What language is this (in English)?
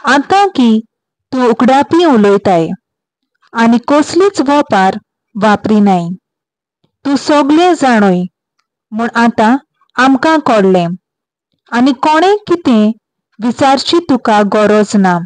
Konkani